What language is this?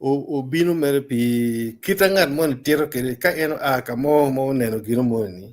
Acoli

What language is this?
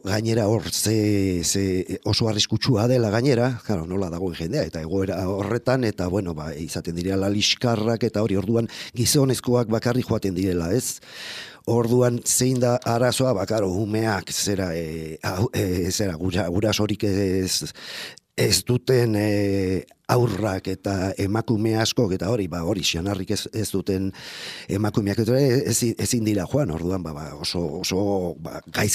Basque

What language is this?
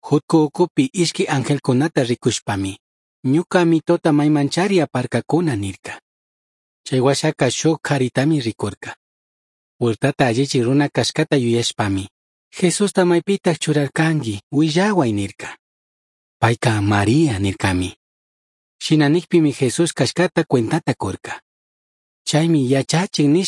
Chimborazo Highland Quichua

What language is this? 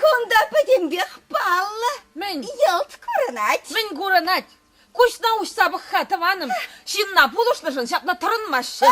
Chuvash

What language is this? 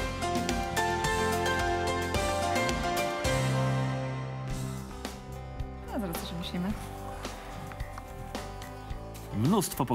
Polish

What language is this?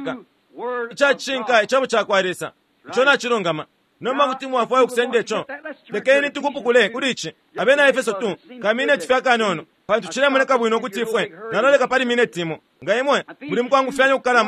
Bemba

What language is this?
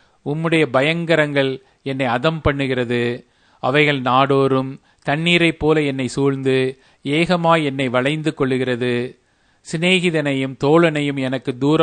Tamil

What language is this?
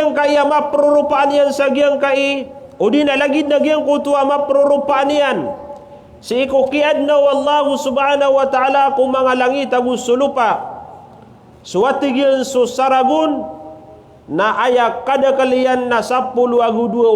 Maranao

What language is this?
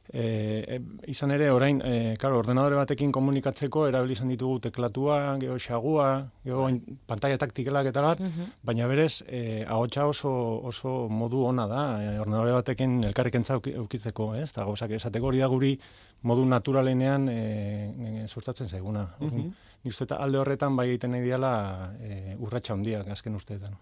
Basque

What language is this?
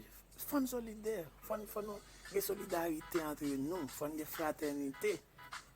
Haitian Creole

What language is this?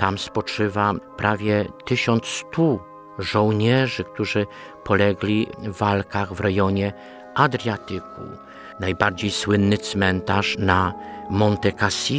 Polish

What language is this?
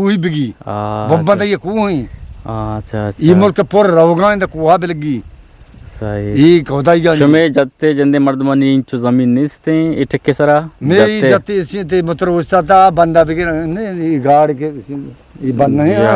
Eastern Balochi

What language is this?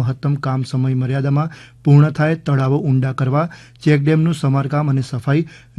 Gujarati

